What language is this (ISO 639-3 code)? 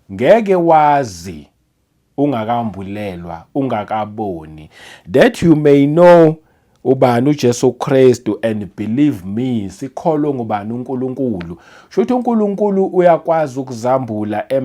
zul